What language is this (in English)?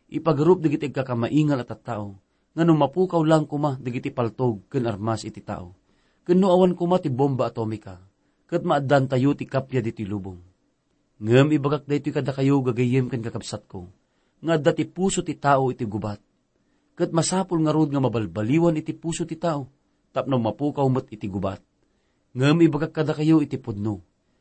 Iloko